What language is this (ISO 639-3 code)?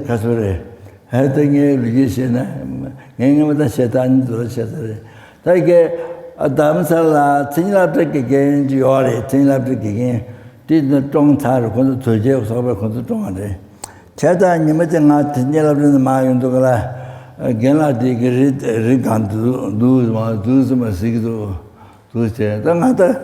bod